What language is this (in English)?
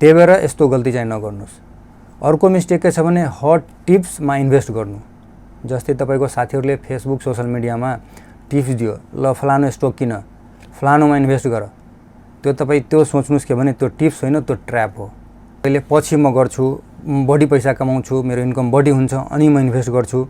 Nepali